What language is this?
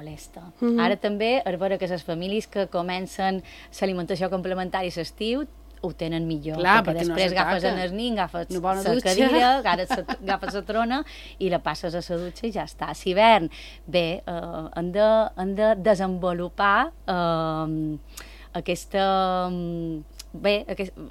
Catalan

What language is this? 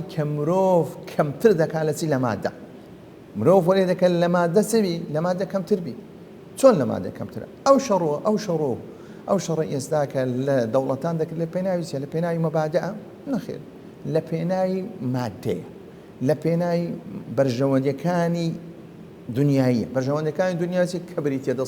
Central Kurdish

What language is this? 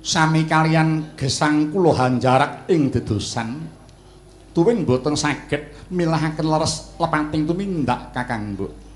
Javanese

